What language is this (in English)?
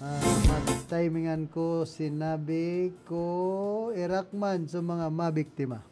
Bikol